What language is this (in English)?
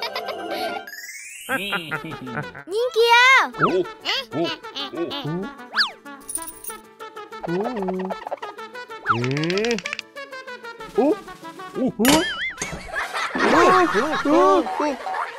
Vietnamese